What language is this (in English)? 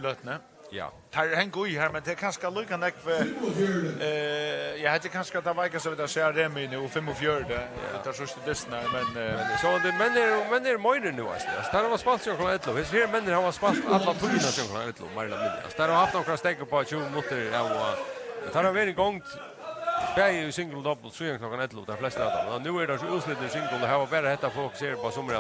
Faroese